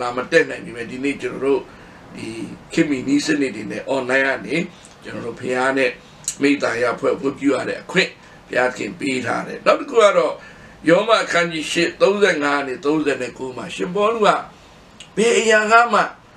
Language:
Burmese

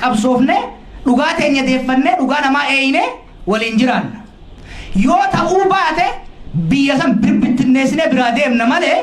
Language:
Oromo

